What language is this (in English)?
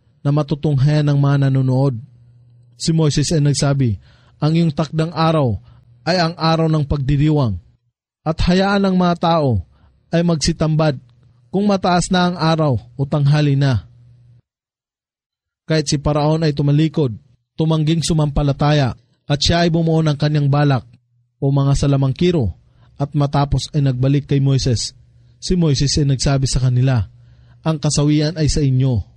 Filipino